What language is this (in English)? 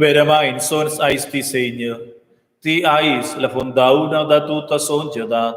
Romansh